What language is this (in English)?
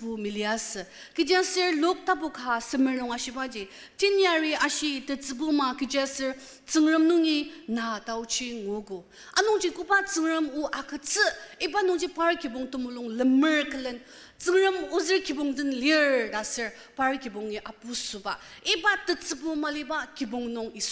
Ao Naga